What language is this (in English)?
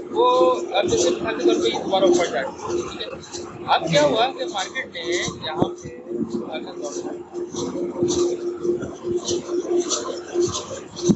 Hindi